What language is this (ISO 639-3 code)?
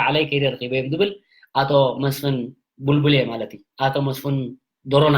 tir